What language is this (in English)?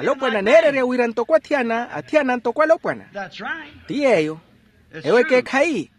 Makhuwa